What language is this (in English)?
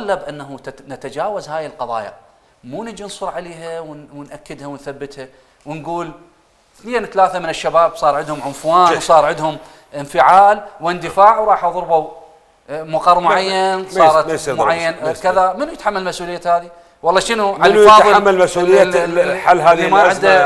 Mesopotamian Arabic